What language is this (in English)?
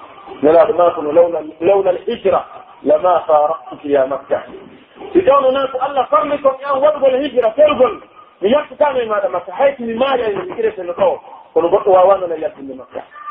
Pular